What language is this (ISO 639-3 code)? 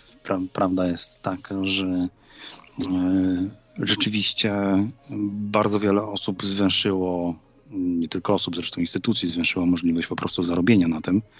pol